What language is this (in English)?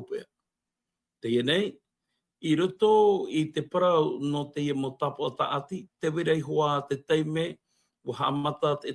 Tahitian